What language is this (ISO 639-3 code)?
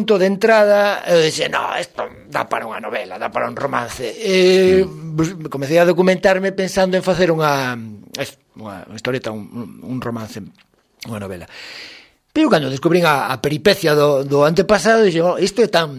glg